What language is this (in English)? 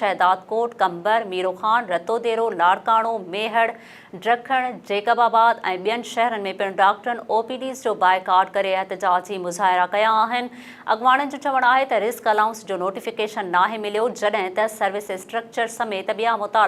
Sindhi